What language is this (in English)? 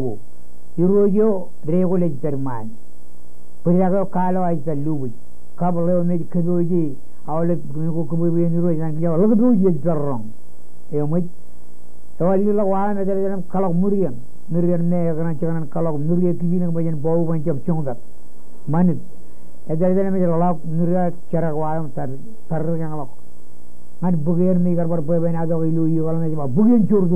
Marshallese